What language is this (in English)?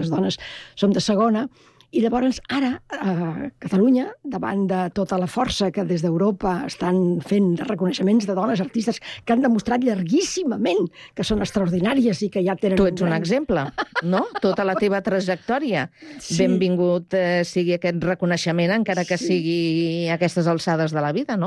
Catalan